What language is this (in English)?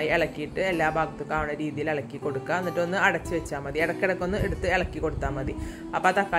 Malayalam